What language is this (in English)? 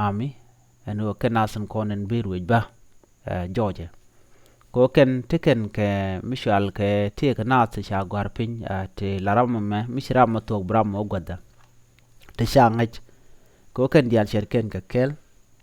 Nuer